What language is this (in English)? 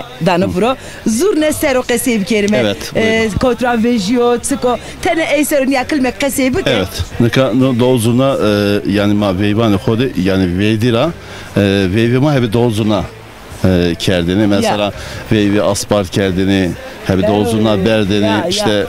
Zaza